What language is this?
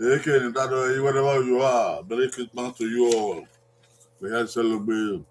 Bini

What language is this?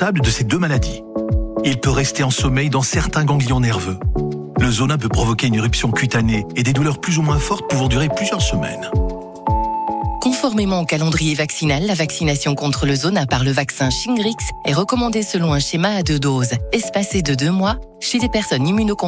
French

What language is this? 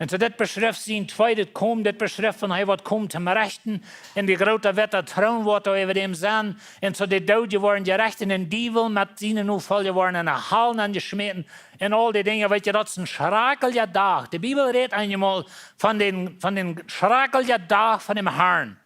Plautdietsch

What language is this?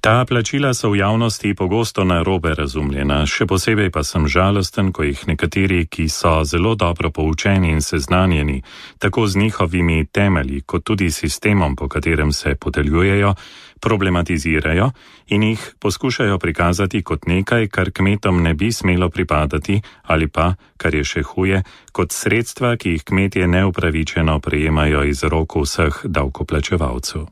Slovenian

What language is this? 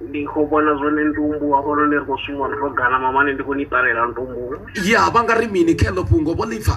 Venda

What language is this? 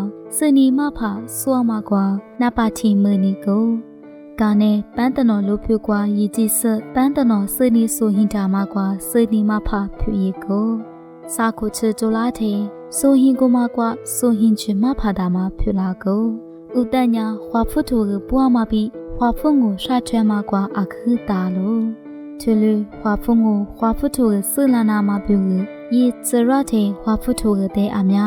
Lisu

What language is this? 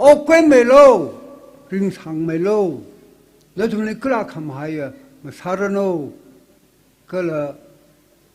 Tangkhul Naga (India)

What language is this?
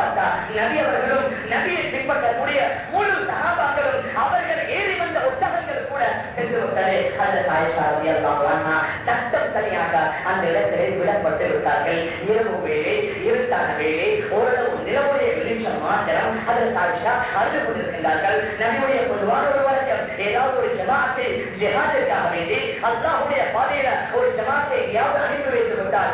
Tamil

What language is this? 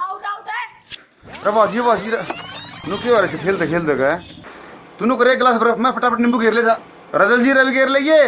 Haryanvi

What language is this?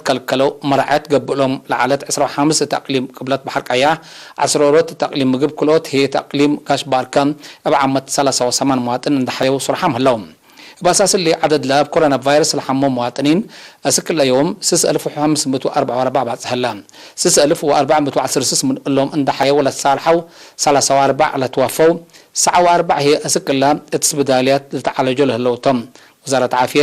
Tigre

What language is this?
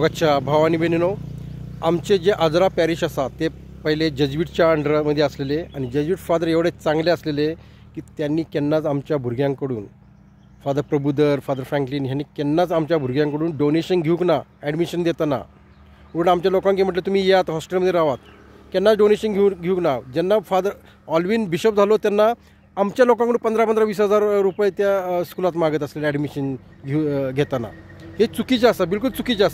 Konkani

